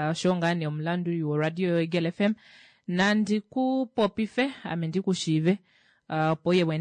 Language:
Kuanyama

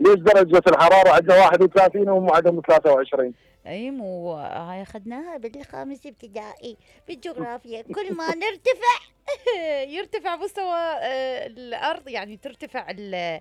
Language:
Mesopotamian Arabic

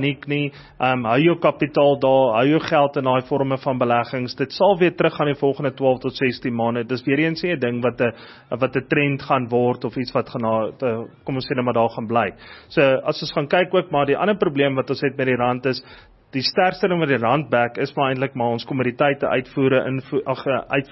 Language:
Afrikaans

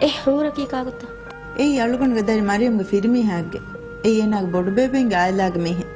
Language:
Divehi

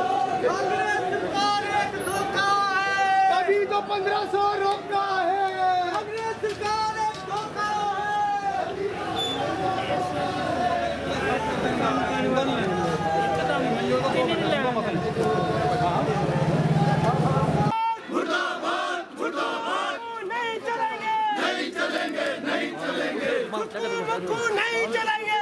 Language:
Hindi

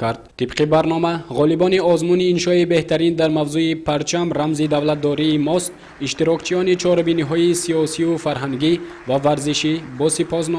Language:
Tajik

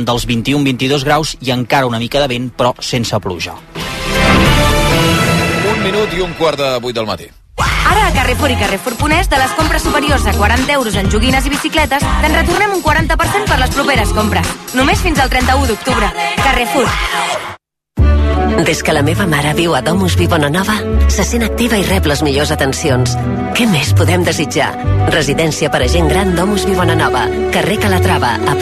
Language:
Catalan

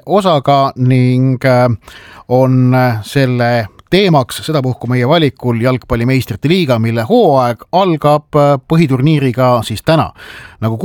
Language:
Estonian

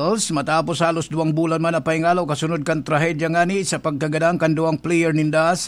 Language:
Bikol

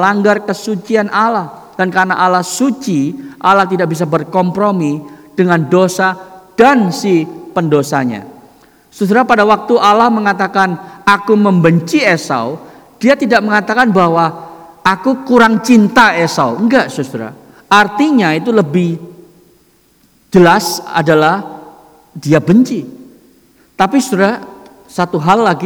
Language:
Indonesian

